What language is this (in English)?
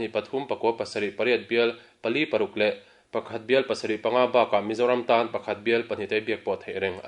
Mizo